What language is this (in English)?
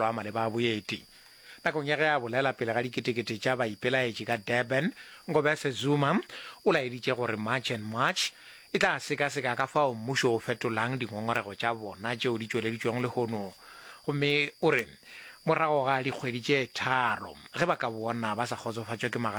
Northern Sotho